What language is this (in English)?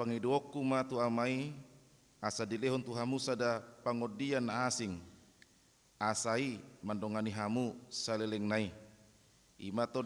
Batak Toba